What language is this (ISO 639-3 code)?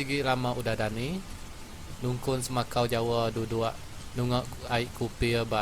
iba